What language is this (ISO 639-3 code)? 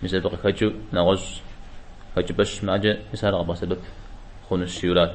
kbd